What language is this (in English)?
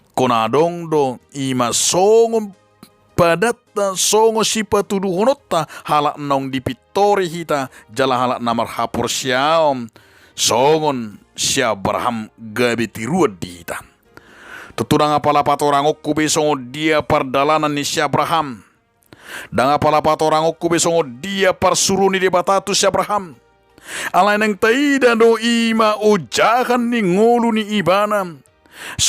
Batak Toba